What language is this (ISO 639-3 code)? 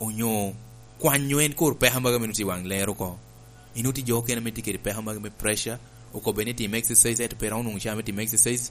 laj